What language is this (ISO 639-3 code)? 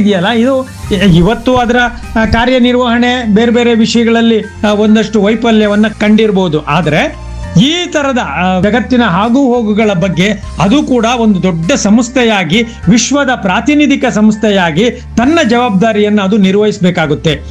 kan